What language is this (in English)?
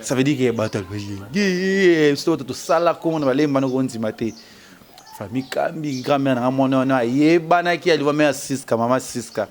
Lingala